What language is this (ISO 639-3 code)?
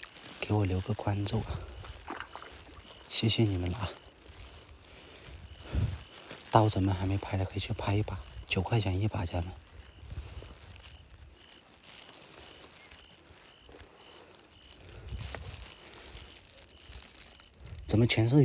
zho